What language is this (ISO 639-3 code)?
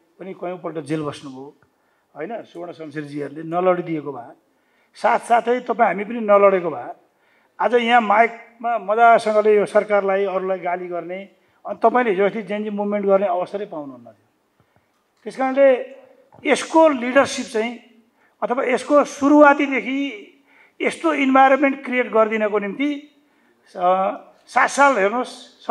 nep